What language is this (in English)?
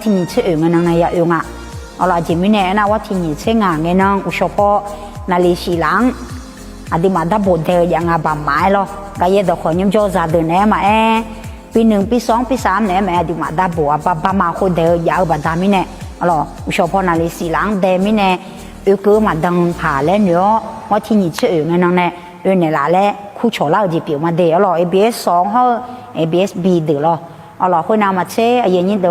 Akha